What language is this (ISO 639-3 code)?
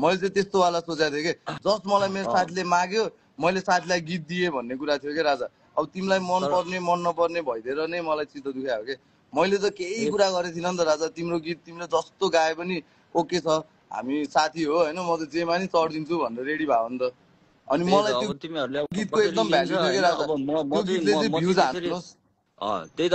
nep